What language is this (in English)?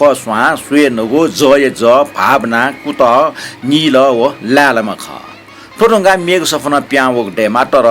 Newari